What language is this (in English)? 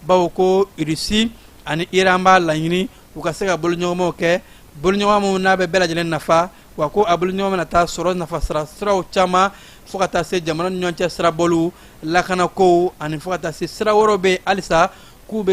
Bambara